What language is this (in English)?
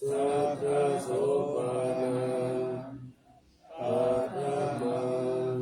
Pali